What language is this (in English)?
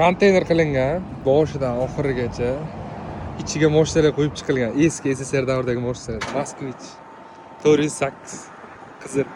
Uzbek